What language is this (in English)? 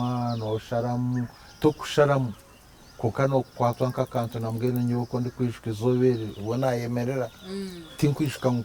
Nyankole